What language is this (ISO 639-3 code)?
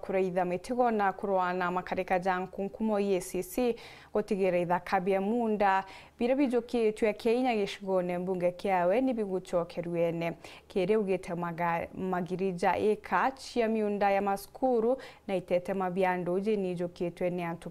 mer